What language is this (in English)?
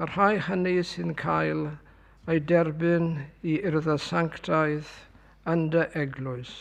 Welsh